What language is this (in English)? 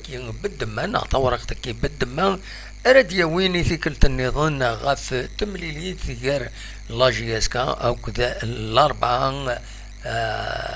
Kabyle